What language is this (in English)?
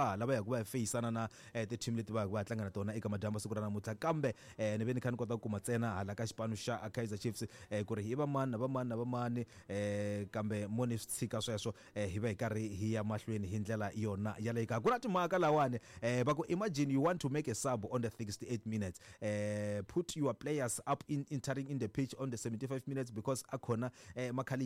Tsonga